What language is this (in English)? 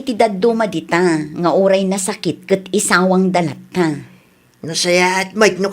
Iloko